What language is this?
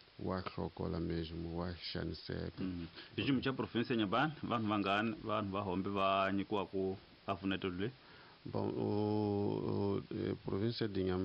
Tsonga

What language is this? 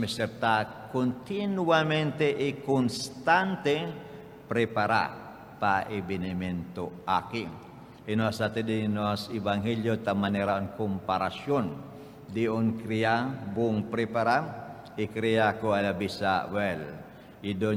Papiamento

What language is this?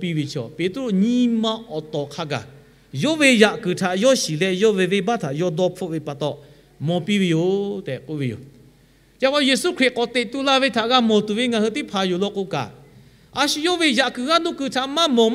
Lahu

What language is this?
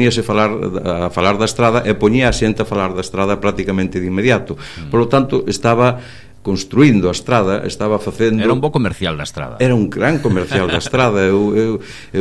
Galician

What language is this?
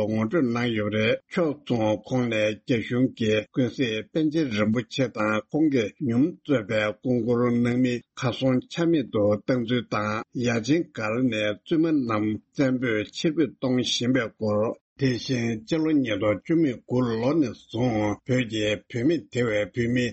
Tibetan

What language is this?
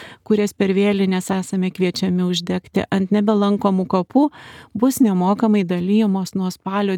Lithuanian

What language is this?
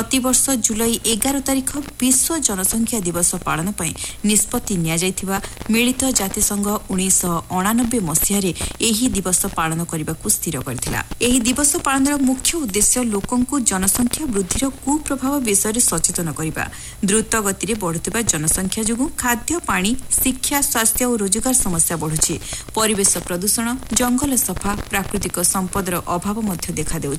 Odia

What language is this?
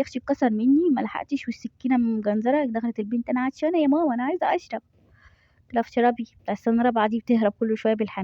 Egyptian Arabic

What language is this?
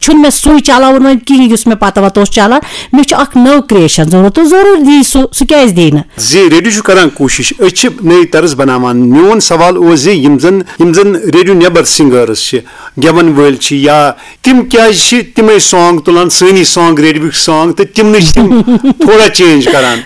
Kashmiri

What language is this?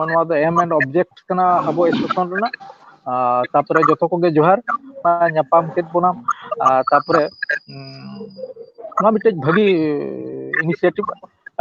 Santali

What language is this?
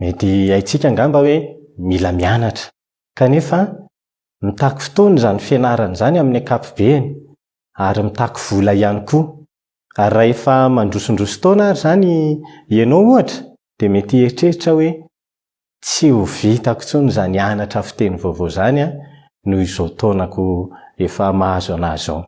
Malagasy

